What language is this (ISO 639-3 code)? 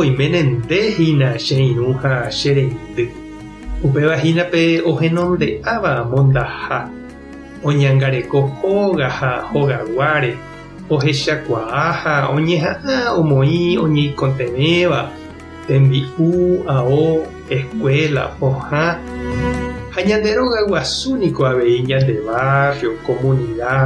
grn